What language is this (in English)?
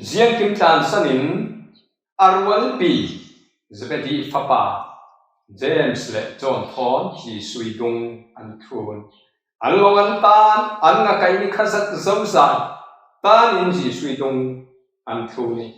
Falam Chin